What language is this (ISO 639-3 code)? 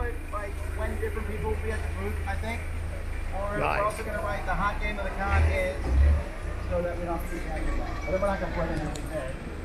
por